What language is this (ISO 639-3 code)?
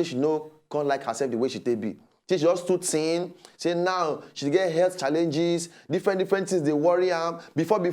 pcm